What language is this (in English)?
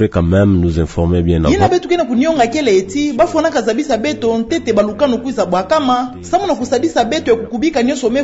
Kituba (Democratic Republic of Congo)